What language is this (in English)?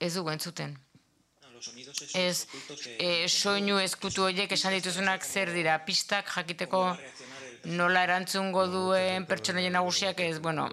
Basque